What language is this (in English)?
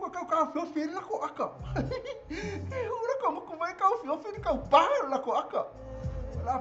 Samoan